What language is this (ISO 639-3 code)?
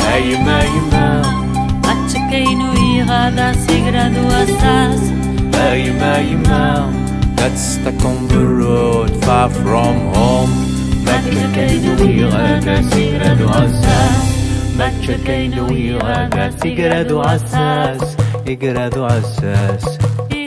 kab